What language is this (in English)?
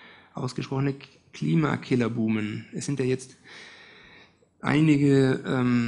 German